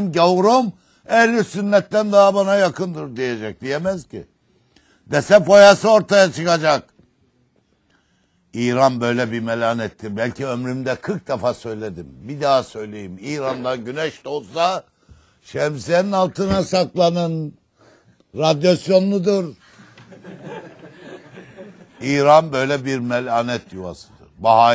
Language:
Turkish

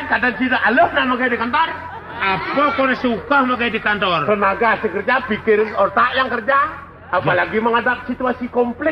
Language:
Balinese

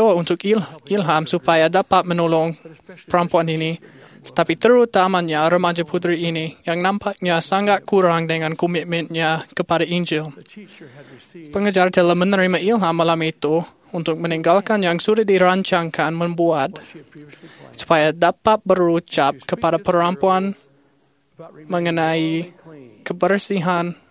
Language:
Malay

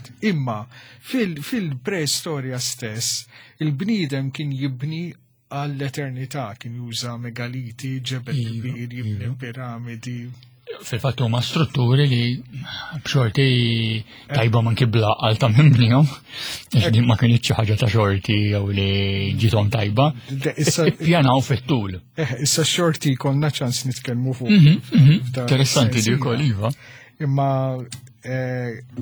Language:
Maltese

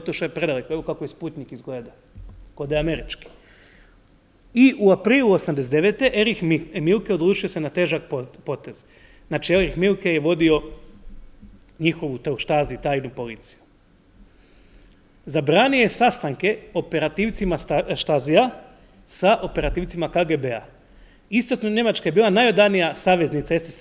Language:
Croatian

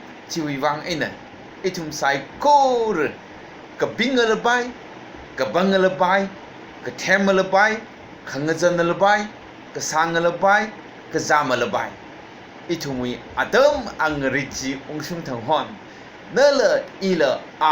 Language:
Tangkhul Naga (India)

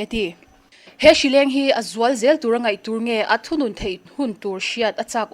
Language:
Mizo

